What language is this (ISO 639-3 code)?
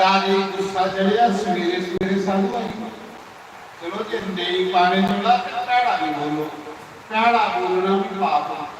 doi